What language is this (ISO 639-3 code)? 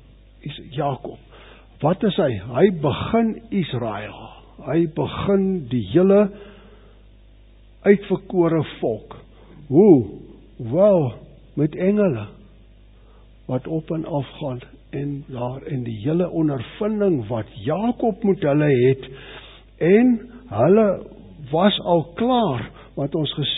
afr